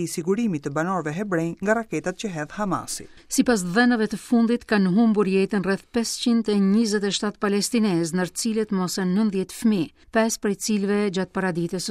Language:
Albanian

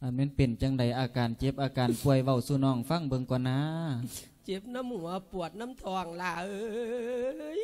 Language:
Lao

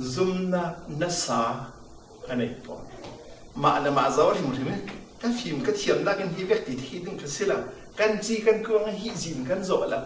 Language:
Falam Chin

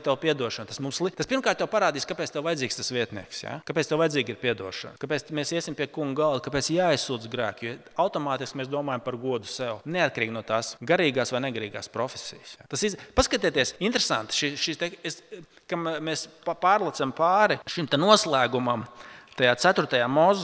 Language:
Latvian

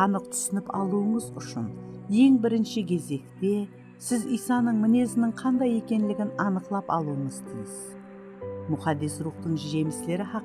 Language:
Kara-Kalpak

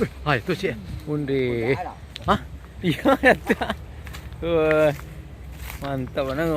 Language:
Minangkabau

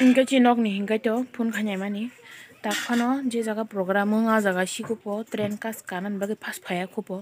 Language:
Kok Borok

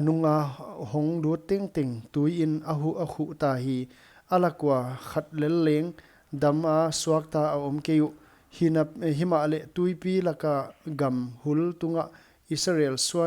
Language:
Paite Chin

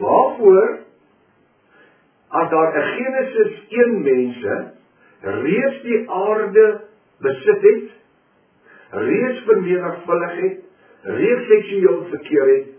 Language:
Afrikaans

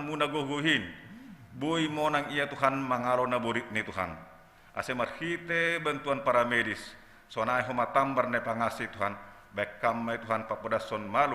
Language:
Batak Simalungun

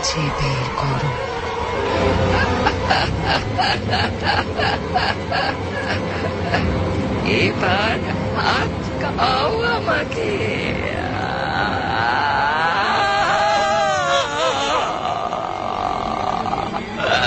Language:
Bangla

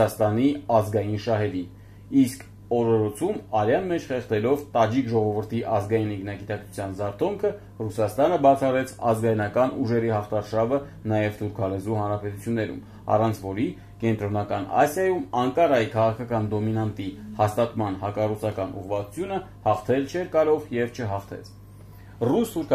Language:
Armenian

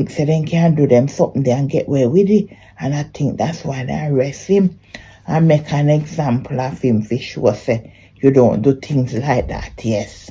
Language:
Jamaican Creole English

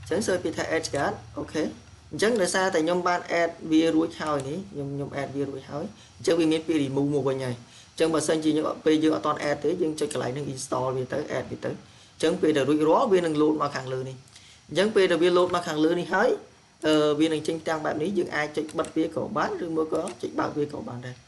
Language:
Khmer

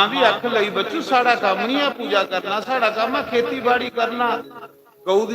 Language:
Dogri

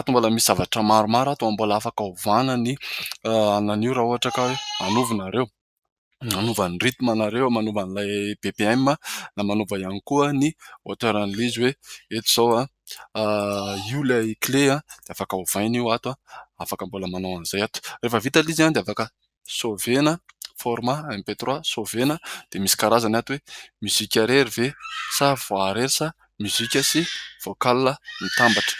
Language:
Malagasy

